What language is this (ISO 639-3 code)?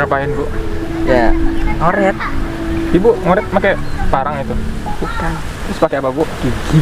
bew